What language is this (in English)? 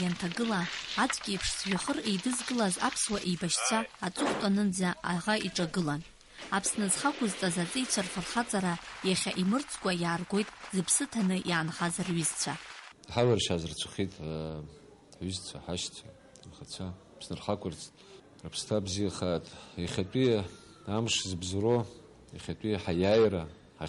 Abkhazian